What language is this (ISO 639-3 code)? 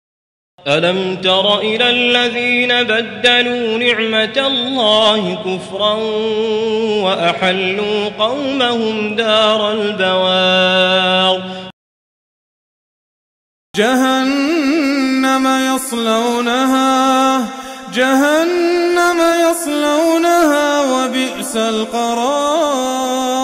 ara